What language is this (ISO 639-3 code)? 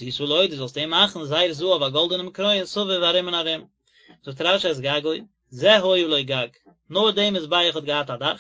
yid